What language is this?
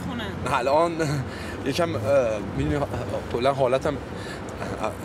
Persian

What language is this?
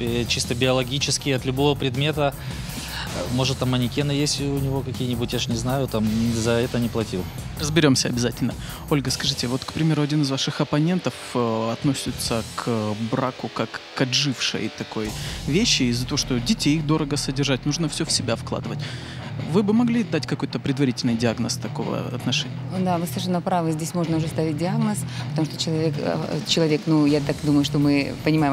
Russian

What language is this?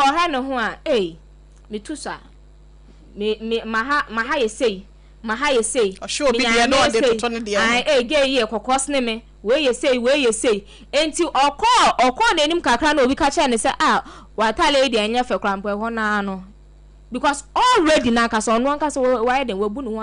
Akan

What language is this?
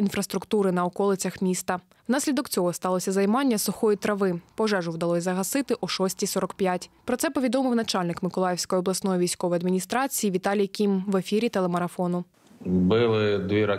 Ukrainian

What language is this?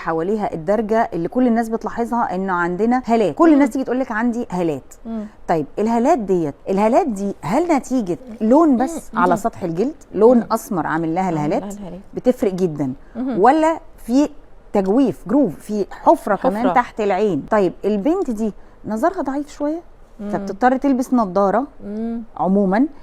Egyptian Arabic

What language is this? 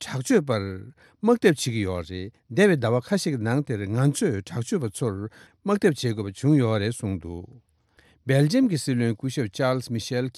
Tibetan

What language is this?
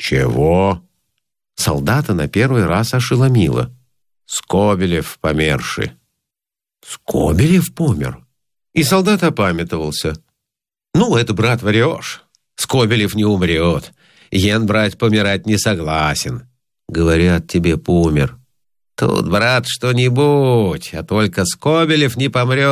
Russian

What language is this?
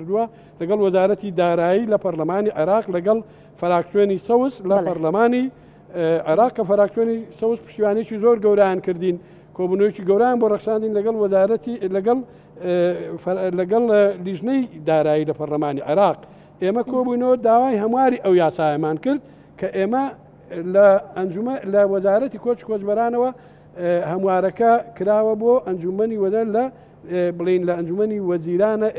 Central Kurdish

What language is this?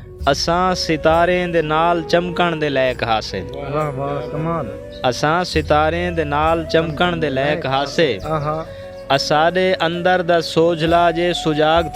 Saraiki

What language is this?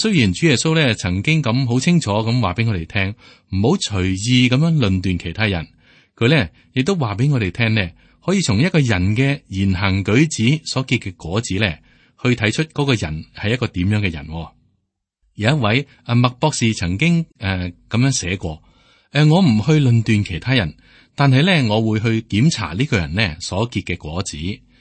Cantonese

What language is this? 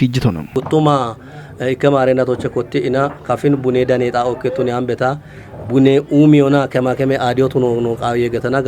Kafa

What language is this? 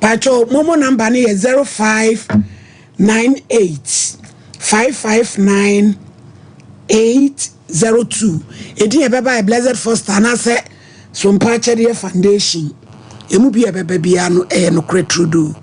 Akan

